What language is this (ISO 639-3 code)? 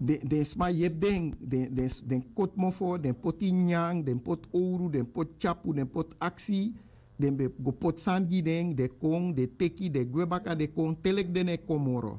srn